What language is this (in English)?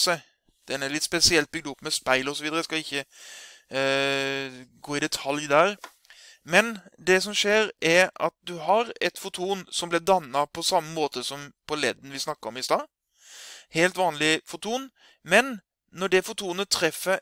Norwegian